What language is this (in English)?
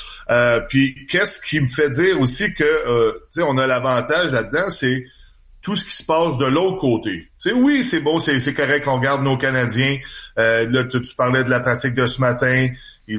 French